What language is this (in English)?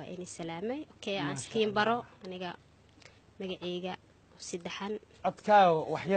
Somali